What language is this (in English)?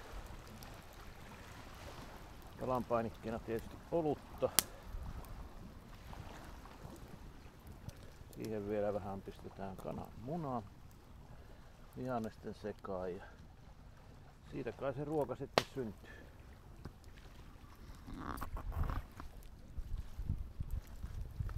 Finnish